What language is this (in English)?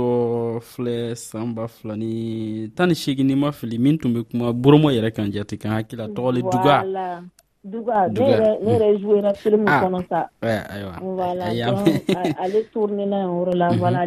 Dyula